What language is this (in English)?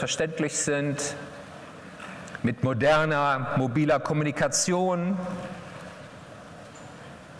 German